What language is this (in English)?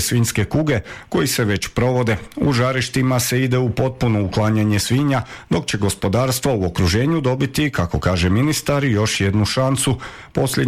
Croatian